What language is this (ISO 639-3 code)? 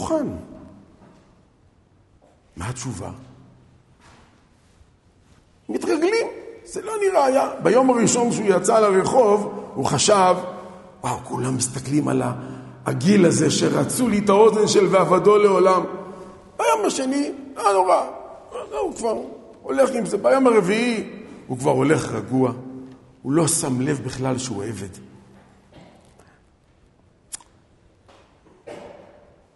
heb